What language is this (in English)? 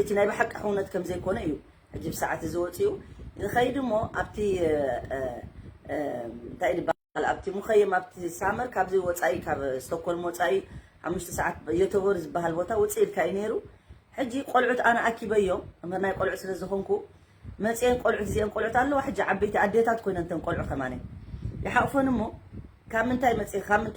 Tigrinya